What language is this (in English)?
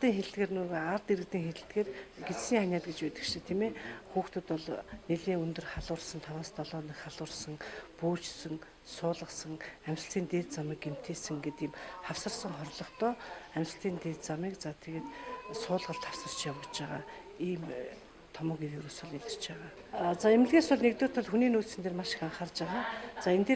Mongolian